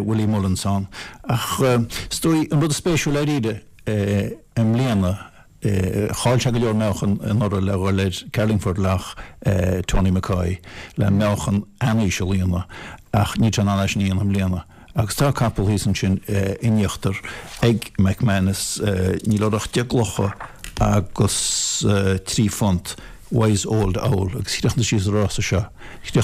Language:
Irish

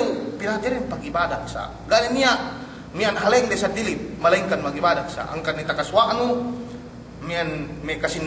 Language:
Yakan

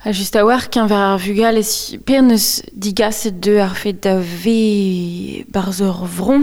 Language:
Breton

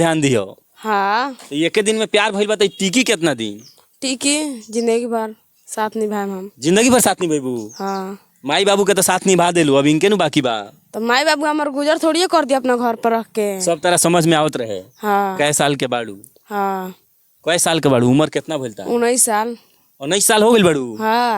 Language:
Bhojpuri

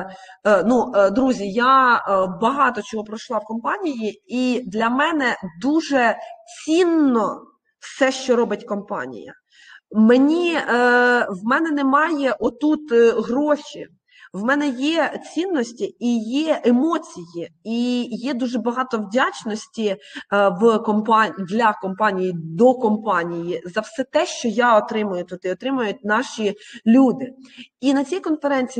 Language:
Ukrainian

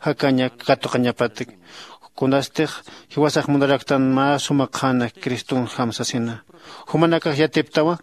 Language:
Aymara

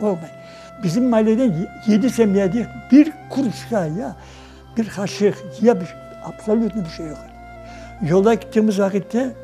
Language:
Crimean Tatar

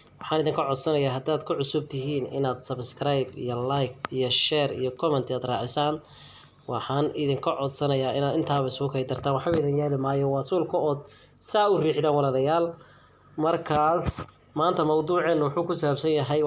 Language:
Somali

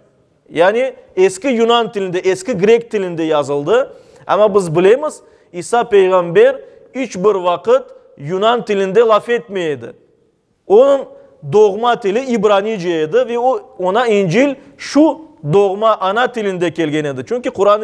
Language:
Crimean Tatar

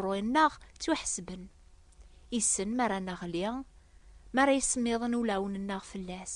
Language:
Kabyle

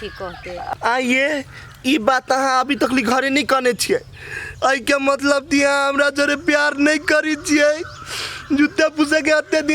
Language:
Maithili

